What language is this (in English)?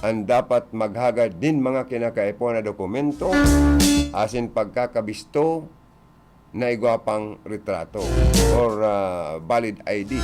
Bikol